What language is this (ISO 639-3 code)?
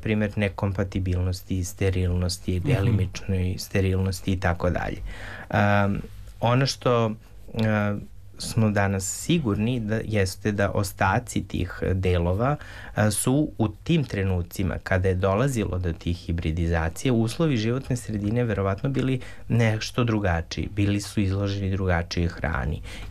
srp